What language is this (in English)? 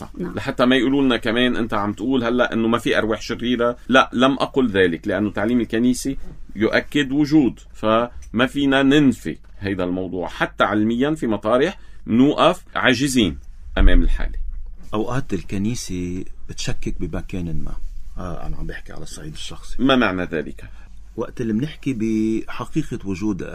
North Levantine Arabic